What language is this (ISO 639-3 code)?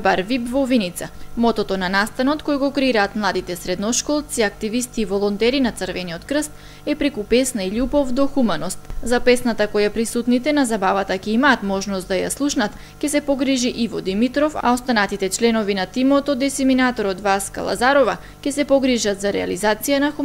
mkd